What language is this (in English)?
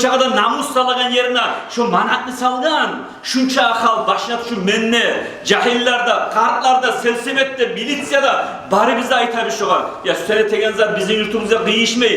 Kumyk